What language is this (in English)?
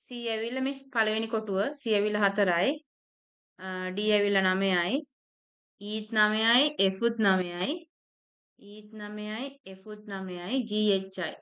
Sinhala